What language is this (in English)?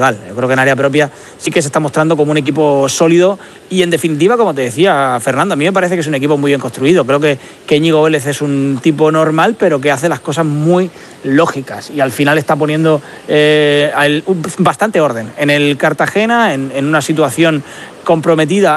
Spanish